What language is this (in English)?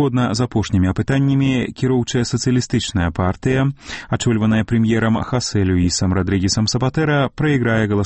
Belarusian